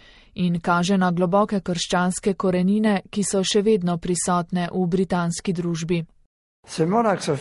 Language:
Slovenian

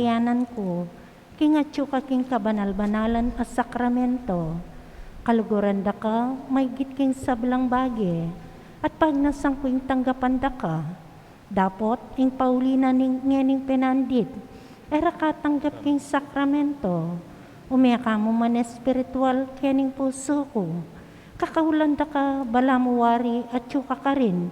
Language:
Pampanga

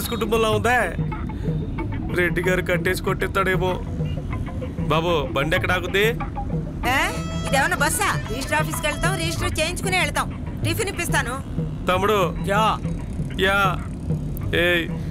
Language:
Telugu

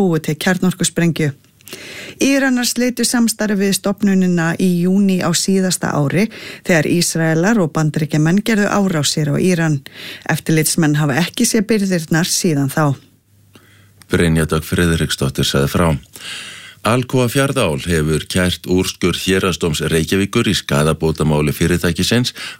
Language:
Icelandic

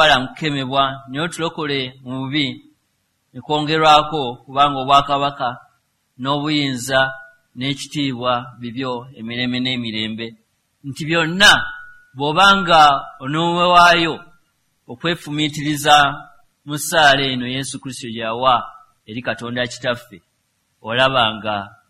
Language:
Ganda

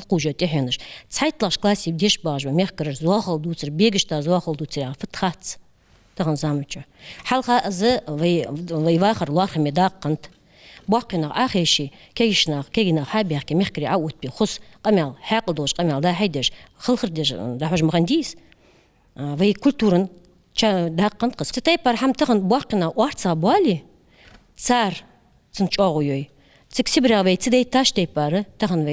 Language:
Ingush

